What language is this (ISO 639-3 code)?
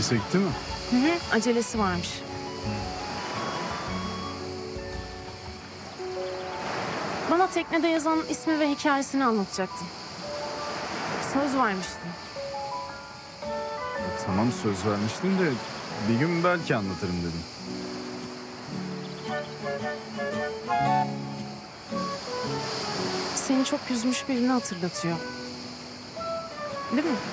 tur